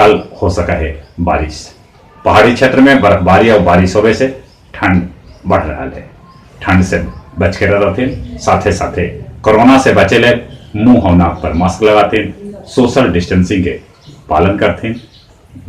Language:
Magahi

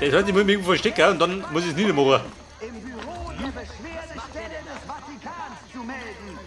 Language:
Bavarian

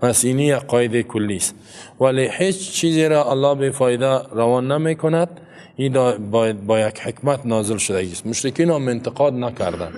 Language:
Persian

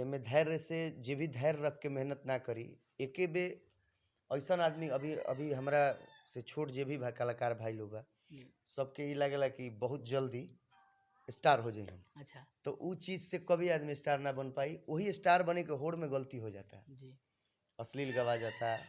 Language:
Bhojpuri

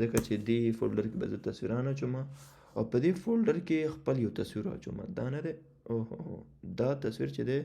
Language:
Pashto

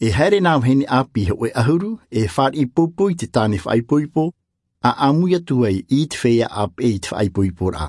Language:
Tahitian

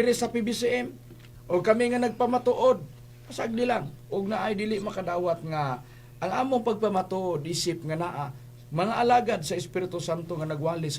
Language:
Cebuano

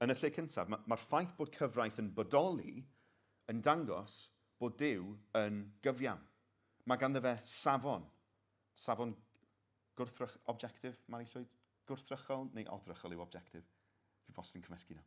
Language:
Welsh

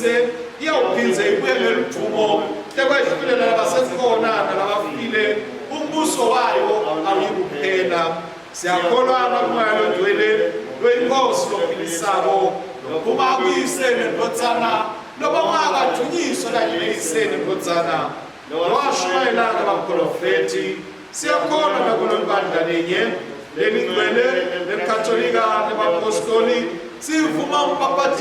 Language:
Swati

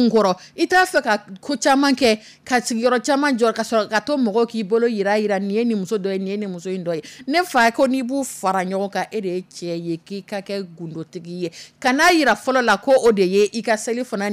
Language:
Dyula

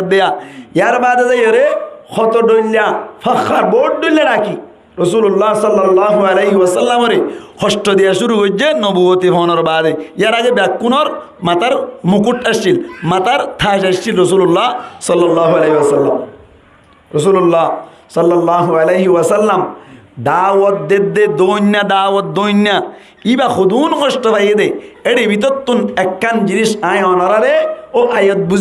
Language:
Rohingya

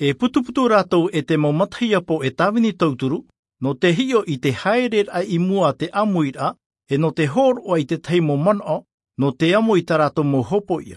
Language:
Tahitian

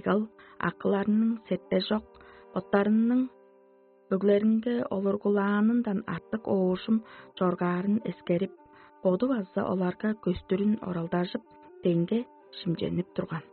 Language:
Tuvinian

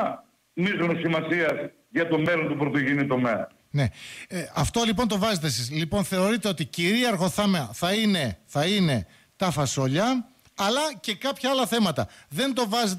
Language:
Greek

